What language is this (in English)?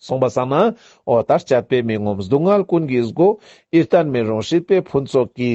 Ladakhi